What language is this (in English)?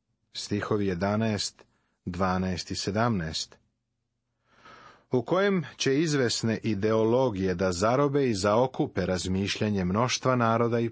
Serbian